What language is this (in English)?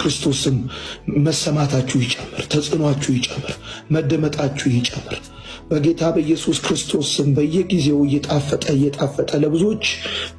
Amharic